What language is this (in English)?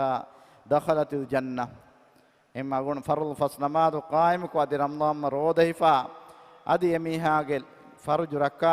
Divehi